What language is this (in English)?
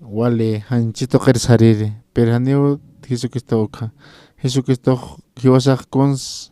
Aymara